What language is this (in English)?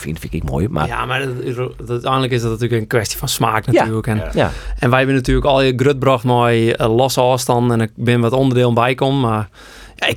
Western Frisian